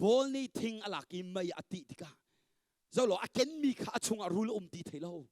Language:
Hakha Chin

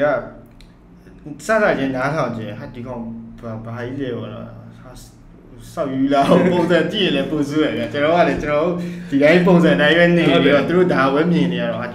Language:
Burmese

